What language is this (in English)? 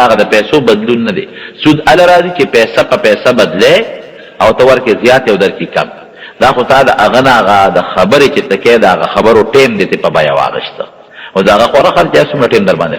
Pashto